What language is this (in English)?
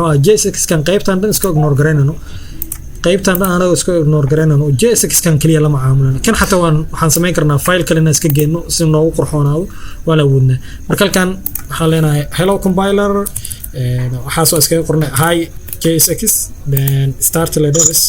Somali